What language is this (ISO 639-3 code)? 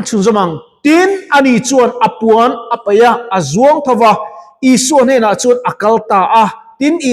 lus